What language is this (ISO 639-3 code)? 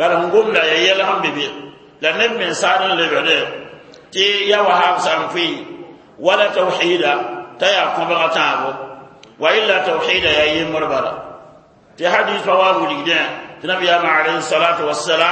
mos